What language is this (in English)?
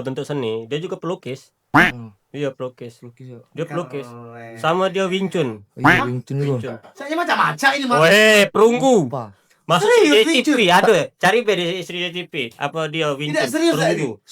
Musi